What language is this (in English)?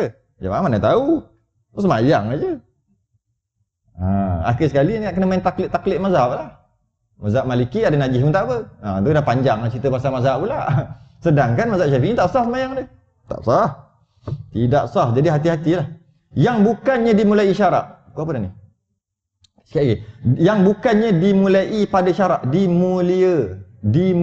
Malay